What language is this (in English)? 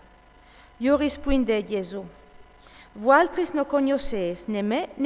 Friulian